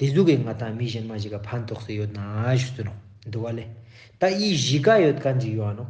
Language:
Ladakhi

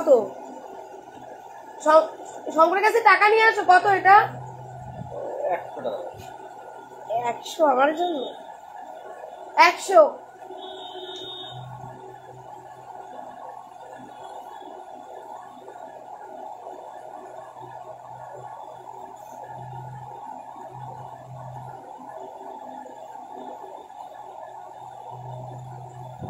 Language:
Bangla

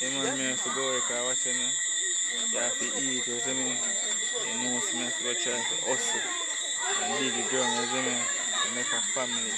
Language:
Jamaican Creole English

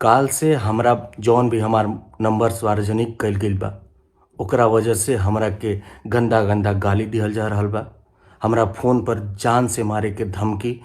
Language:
Bhojpuri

